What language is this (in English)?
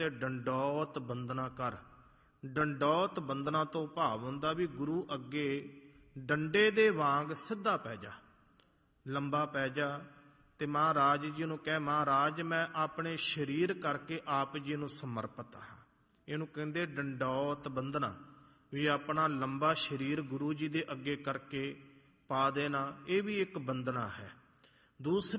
Punjabi